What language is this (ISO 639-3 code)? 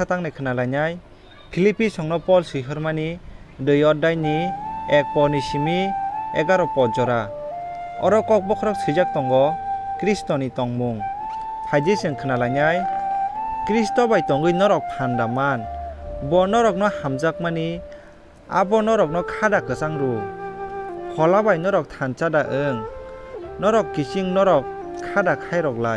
trp